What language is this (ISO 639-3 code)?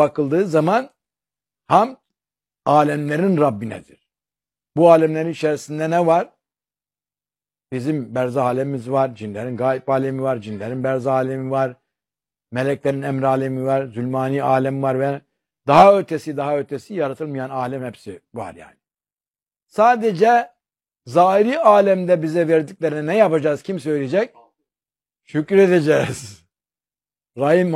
tur